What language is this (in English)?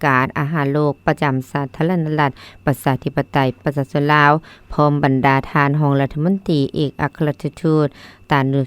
Lao